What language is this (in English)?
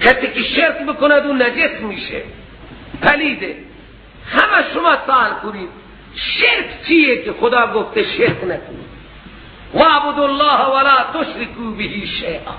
Persian